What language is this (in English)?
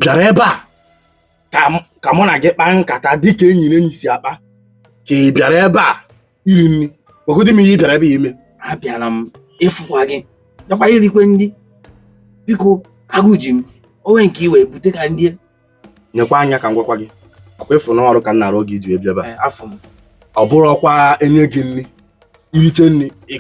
Igbo